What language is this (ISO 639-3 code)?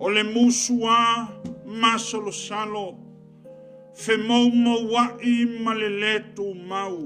smo